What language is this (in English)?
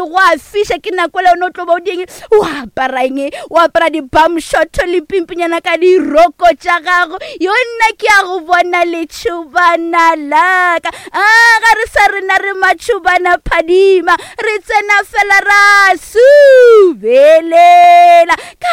Northern Sotho